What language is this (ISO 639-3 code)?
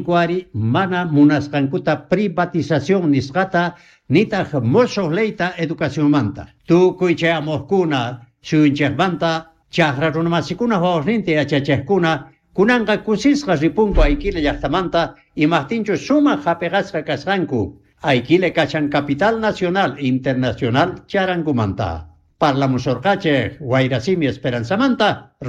quh